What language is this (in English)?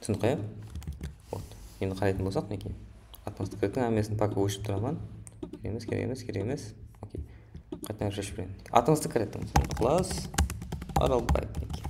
Kara-Kalpak